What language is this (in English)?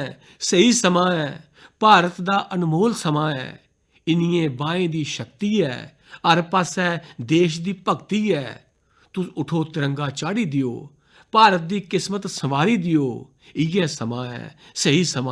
Dogri